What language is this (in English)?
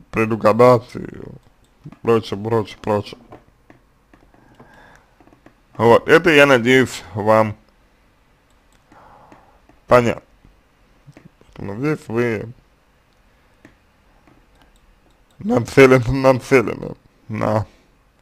Russian